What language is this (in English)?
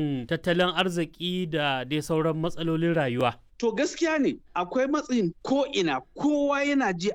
Hausa